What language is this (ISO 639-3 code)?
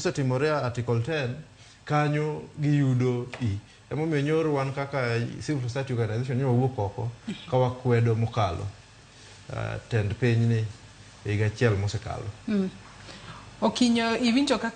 luo